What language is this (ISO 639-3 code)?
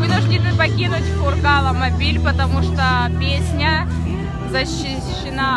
rus